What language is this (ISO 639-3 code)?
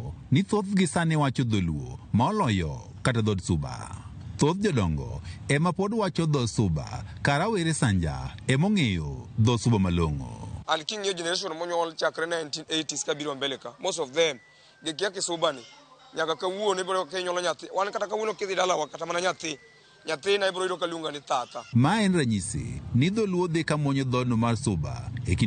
luo